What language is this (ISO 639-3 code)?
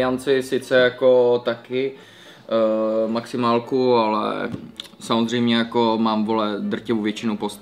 ces